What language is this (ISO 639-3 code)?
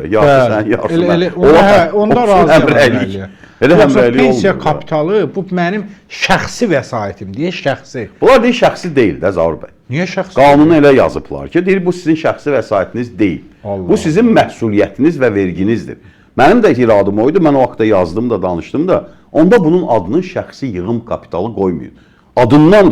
aze